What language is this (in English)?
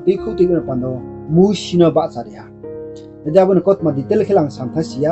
Riang (India)